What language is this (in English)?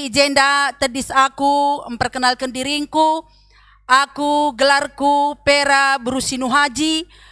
Batak Karo